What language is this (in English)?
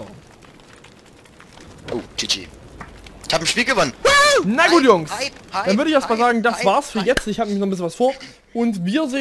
German